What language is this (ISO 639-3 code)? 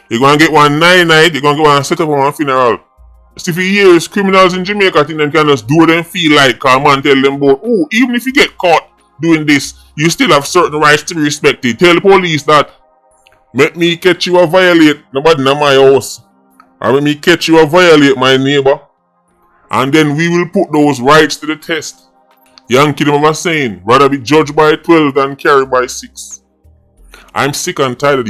jam